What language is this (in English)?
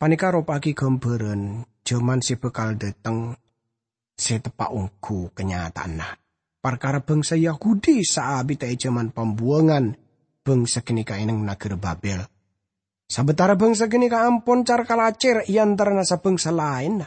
Madurese